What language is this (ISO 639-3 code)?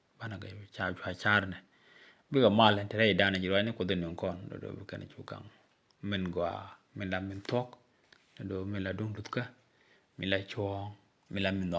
nus